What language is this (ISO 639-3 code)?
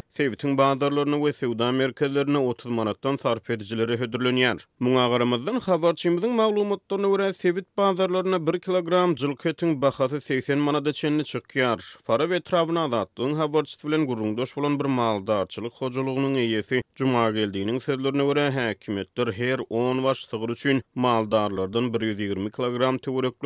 tuk